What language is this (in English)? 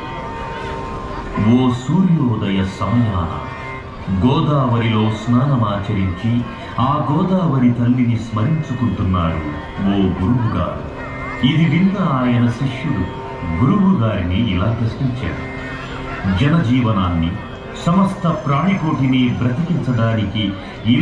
Telugu